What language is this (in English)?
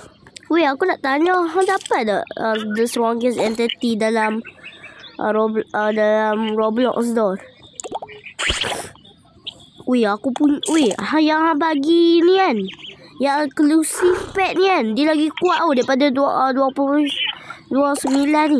Malay